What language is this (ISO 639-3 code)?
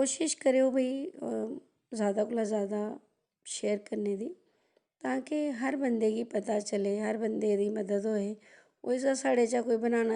doi